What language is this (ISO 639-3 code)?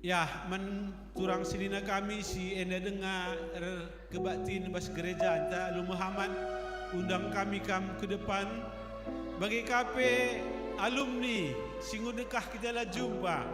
btx